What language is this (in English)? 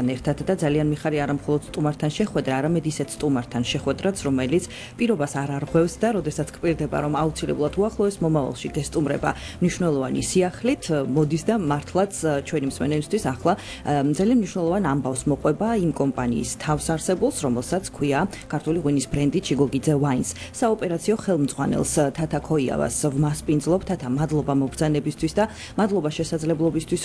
Georgian